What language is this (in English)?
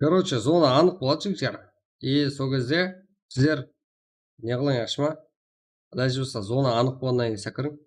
Kara-Kalpak